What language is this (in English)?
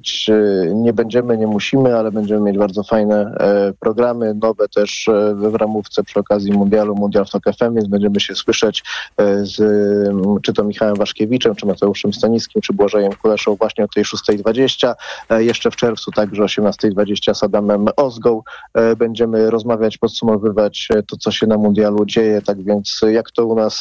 Polish